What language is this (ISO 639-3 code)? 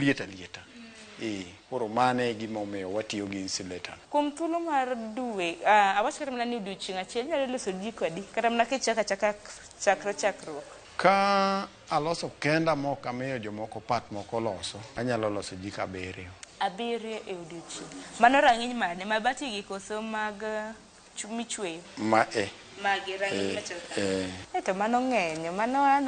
luo